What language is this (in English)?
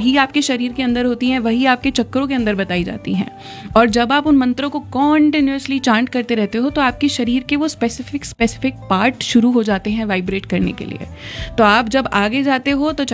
Hindi